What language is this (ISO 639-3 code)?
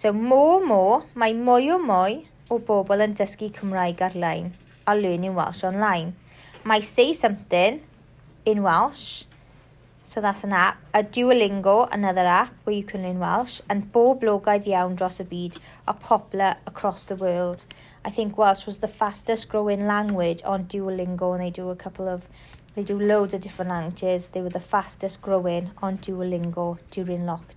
eng